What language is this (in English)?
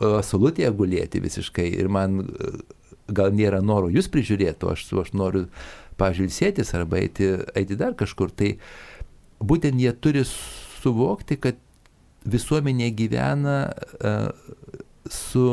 Lithuanian